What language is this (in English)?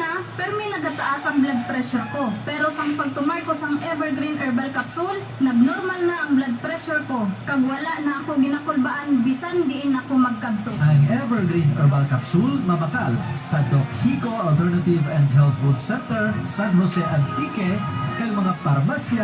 Hiligaynon